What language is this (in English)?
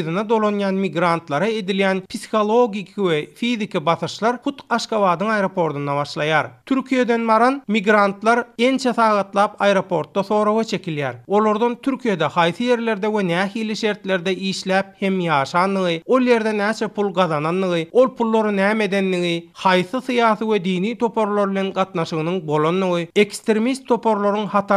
Turkmen